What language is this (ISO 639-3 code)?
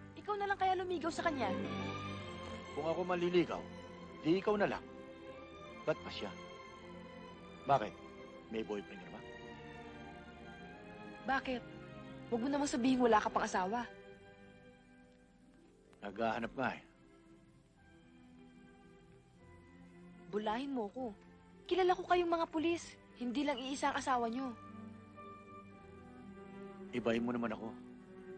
fil